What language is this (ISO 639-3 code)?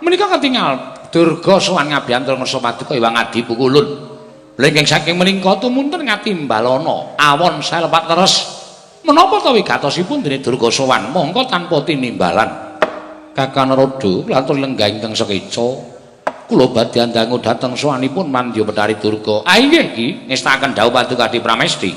jav